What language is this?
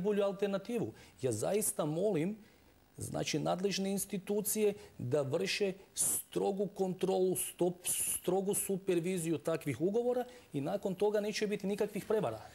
Croatian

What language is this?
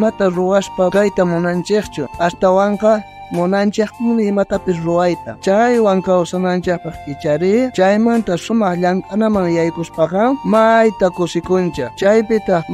South Bolivian Quechua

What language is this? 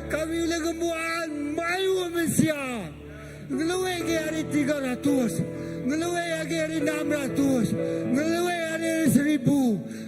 Iban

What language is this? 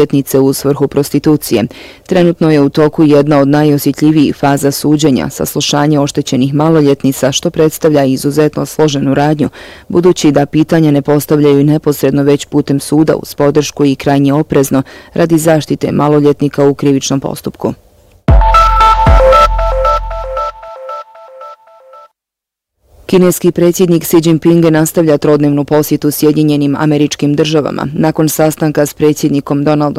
Bosnian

